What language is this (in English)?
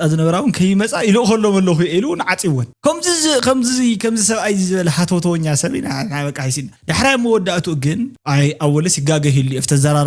Tigrinya